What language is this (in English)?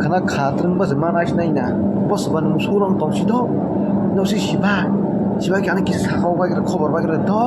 Kok Borok